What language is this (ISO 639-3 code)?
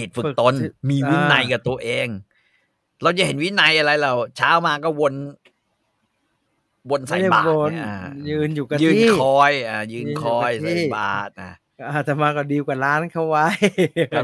tha